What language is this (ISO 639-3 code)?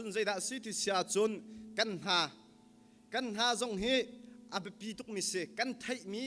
cnh